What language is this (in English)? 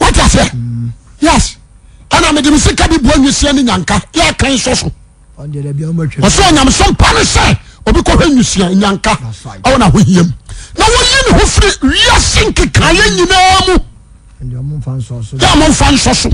Akan